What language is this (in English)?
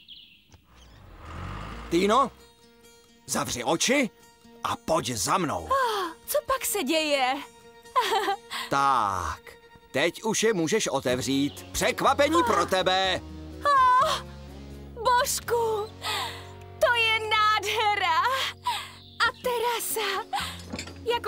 Czech